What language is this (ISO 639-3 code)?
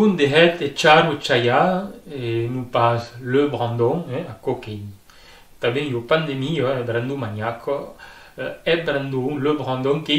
oci